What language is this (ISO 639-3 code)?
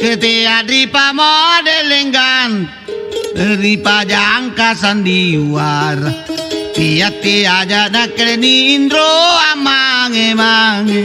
mak